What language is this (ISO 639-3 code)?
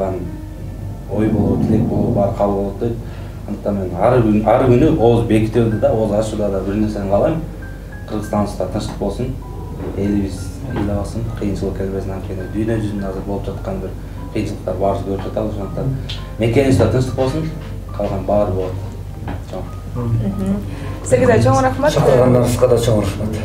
kir